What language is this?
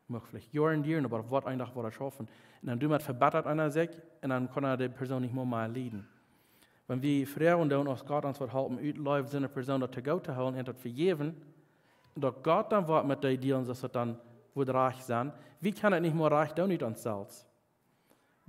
Plautdietsch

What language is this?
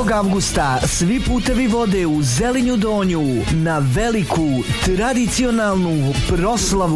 Bosnian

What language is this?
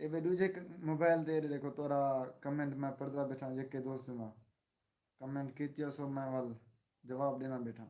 Saraiki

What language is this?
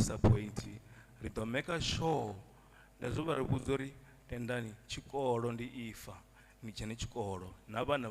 Venda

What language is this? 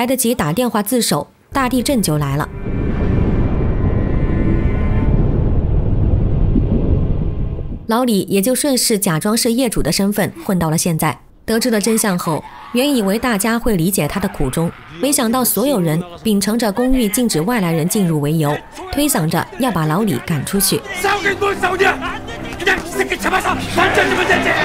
Chinese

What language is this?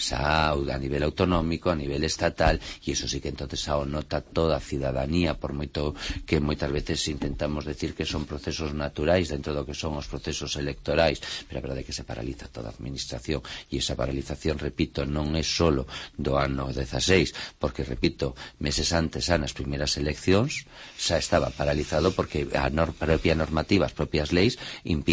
Galician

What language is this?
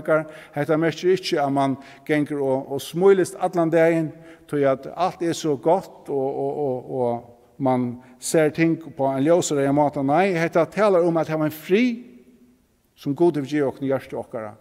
Faroese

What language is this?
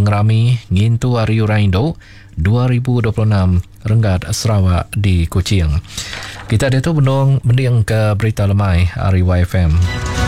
Iban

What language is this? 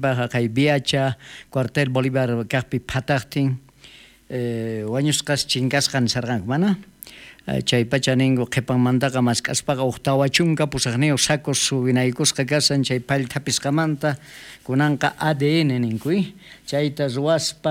South Bolivian Quechua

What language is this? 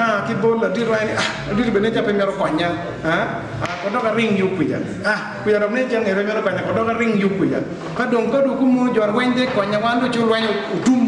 Acoli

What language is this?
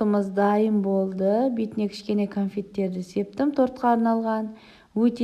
Kazakh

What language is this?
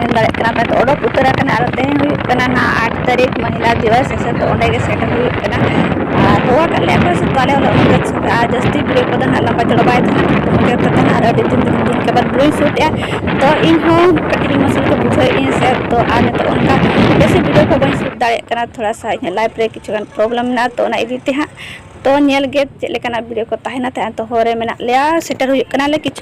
Santali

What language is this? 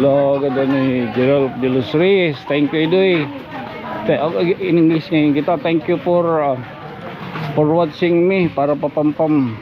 Waray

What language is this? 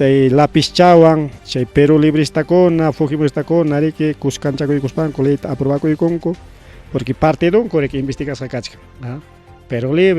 Ayacucho Quechua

